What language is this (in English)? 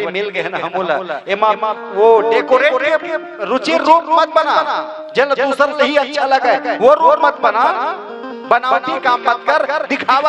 Chhattisgarhi